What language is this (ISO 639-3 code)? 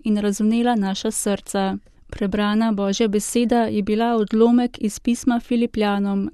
slv